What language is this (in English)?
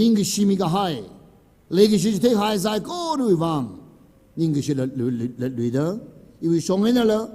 Tangkhul Naga (India)